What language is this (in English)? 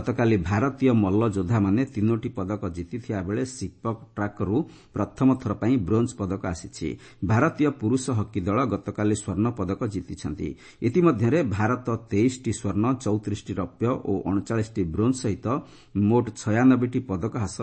Odia